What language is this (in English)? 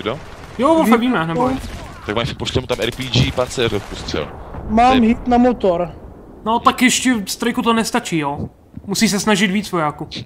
Czech